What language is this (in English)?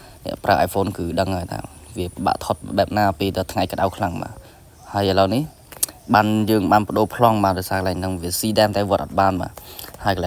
Khmer